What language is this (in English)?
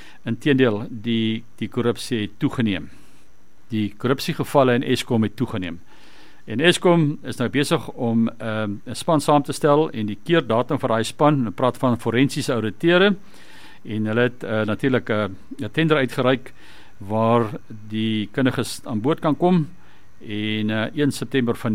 Afrikaans